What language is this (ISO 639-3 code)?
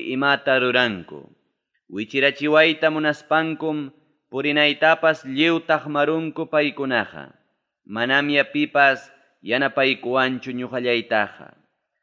quy